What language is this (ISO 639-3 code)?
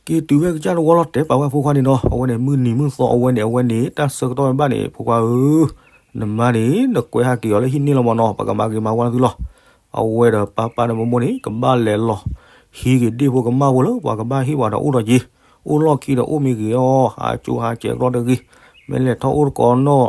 ksw